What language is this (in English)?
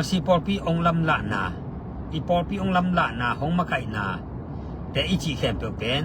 Tedim Chin